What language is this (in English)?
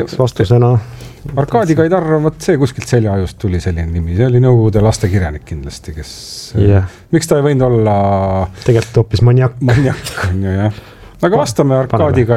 Estonian